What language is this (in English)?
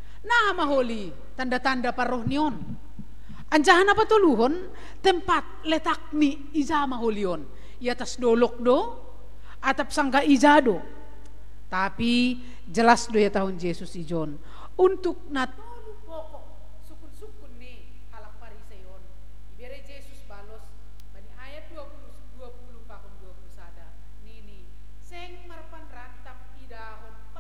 Batak Simalungun